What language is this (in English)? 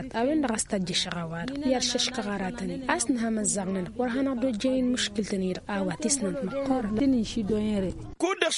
Tamasheq